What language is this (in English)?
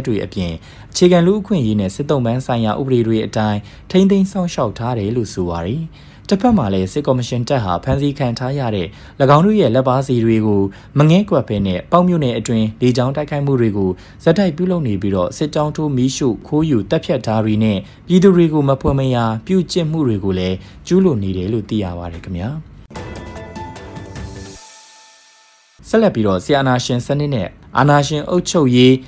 Burmese